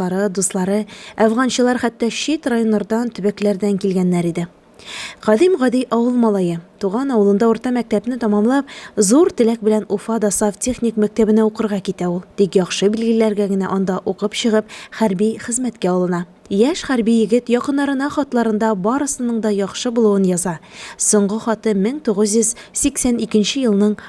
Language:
Tatar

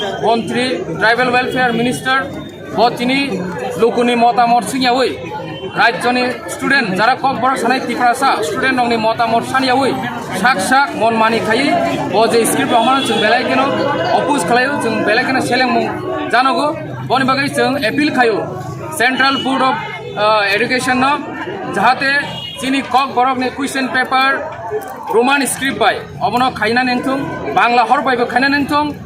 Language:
Kok Borok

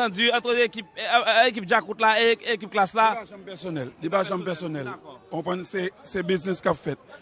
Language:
Haitian Creole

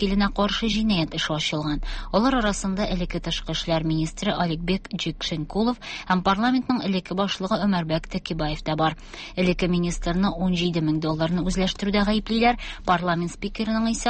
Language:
Tatar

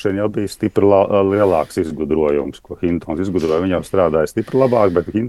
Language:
Latvian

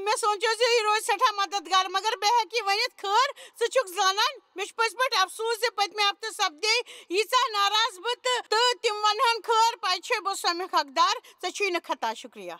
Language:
Kashmiri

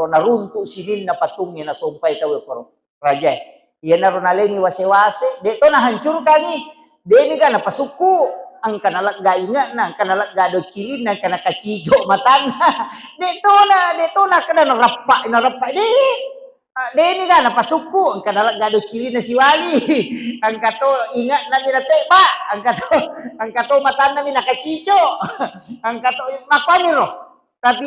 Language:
Buginese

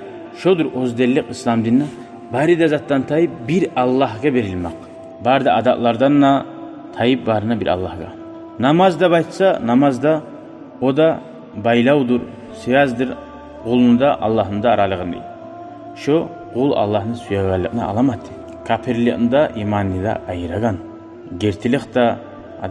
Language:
Kumyk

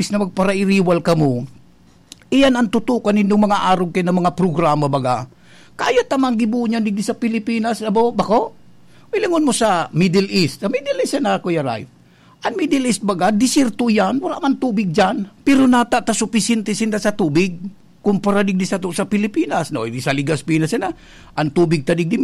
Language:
Bikol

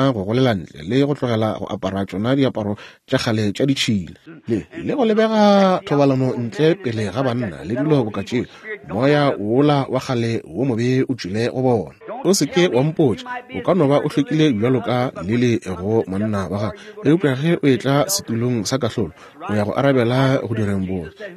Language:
Northern Sotho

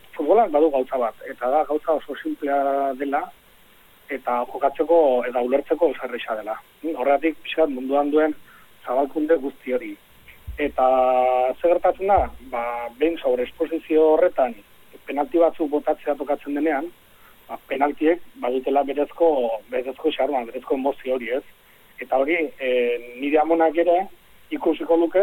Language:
Basque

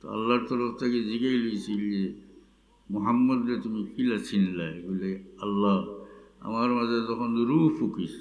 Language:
Sylheti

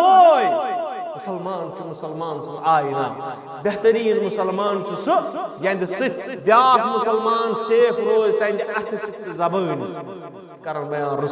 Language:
Kashmiri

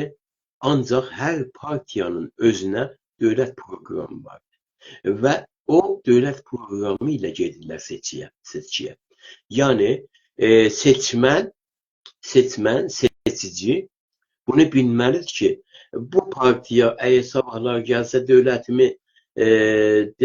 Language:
South Azerbaijani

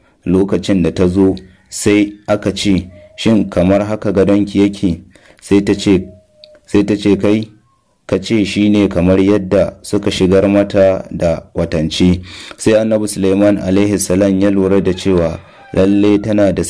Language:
Hausa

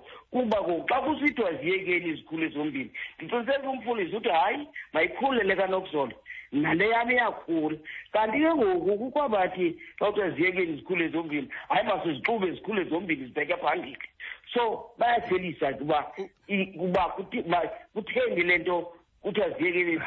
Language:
Xhosa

